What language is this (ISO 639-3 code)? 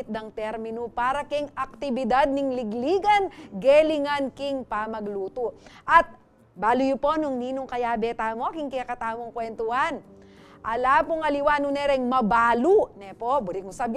pam